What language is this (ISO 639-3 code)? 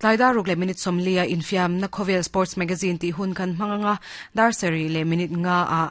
lus